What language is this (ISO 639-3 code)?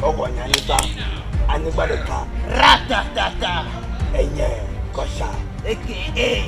ewe